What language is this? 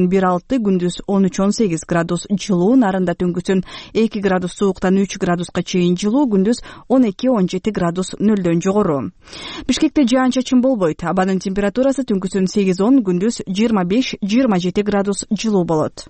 Kyrgyz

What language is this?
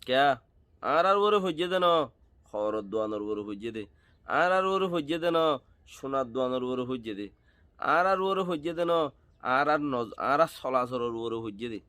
Rohingya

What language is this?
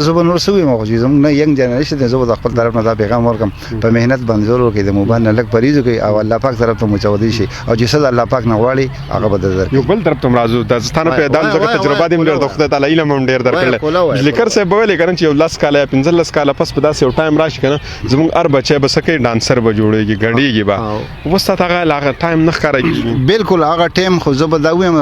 Pashto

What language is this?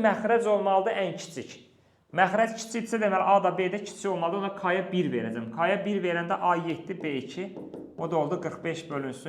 Azerbaijani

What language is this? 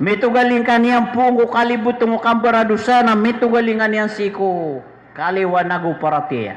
Maranao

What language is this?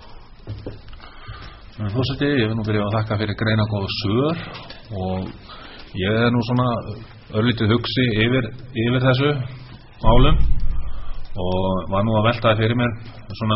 Icelandic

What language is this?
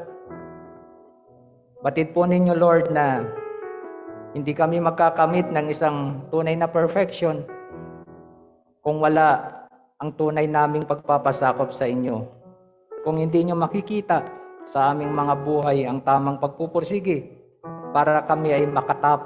Filipino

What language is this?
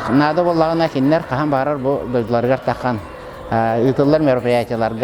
Yakut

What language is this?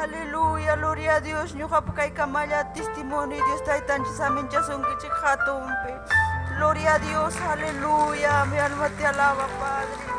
Ayacucho Quechua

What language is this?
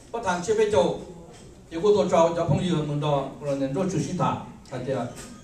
Hmong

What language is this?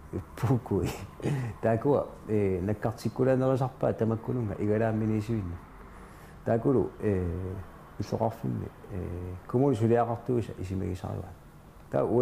Kalaallisut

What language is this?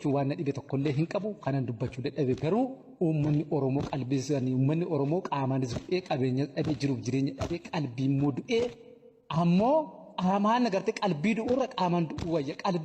Oromo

